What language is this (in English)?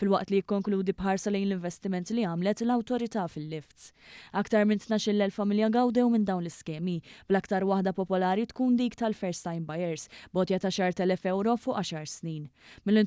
Maltese